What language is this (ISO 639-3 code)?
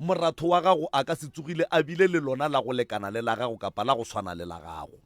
nso